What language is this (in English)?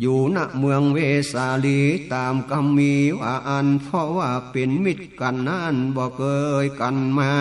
Northern Thai